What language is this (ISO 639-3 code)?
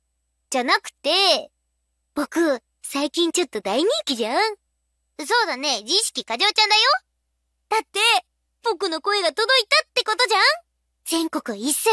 jpn